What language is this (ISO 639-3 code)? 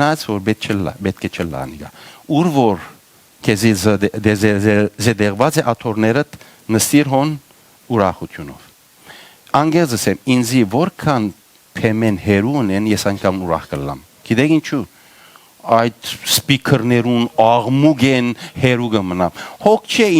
hyw